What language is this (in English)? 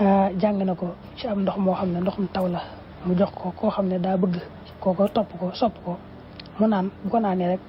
Wolof